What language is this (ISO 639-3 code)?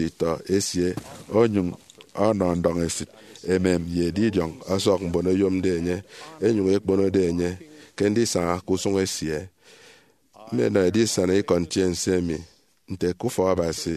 efi